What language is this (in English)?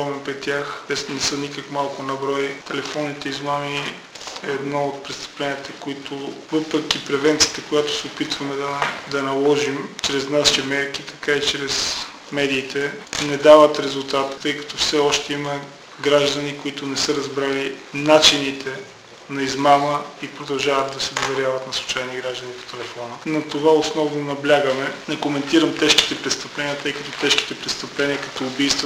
Bulgarian